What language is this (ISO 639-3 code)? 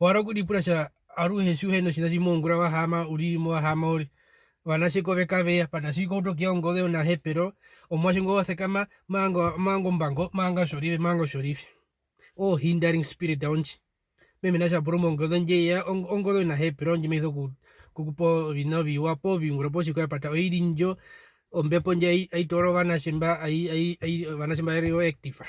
her